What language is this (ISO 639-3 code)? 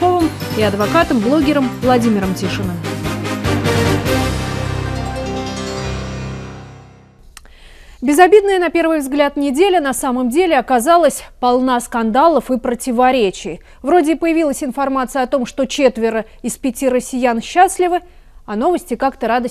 rus